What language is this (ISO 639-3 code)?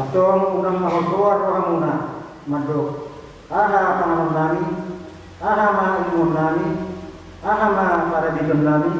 bbc